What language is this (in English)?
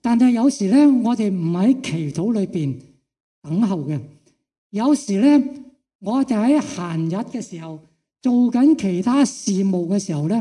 Cantonese